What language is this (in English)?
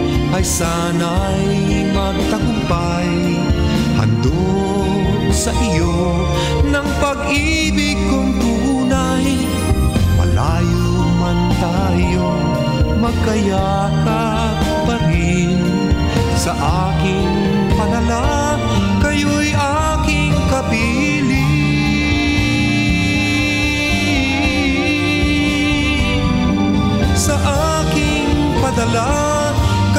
Filipino